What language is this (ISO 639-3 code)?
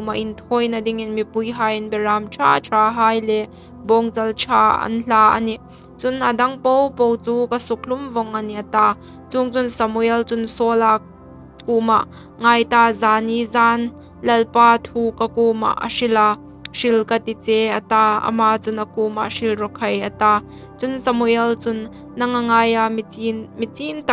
hmr